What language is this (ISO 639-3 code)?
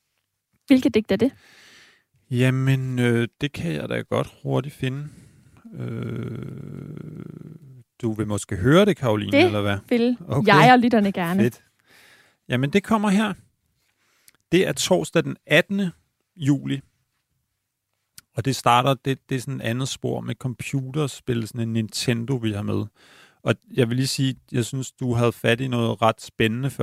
dan